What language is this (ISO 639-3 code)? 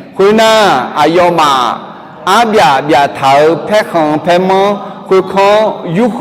ahk